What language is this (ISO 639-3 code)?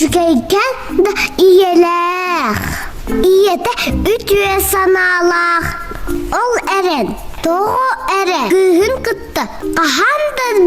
sah